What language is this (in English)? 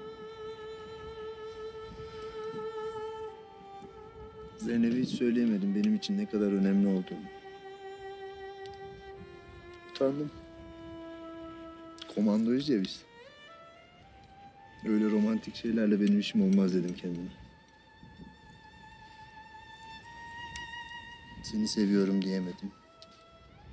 Turkish